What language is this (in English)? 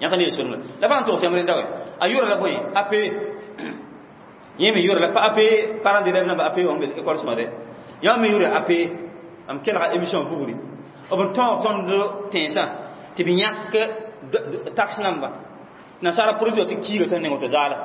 Mossi